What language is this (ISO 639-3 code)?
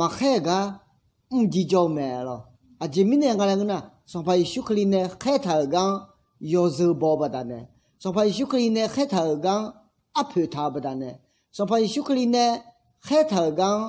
ahk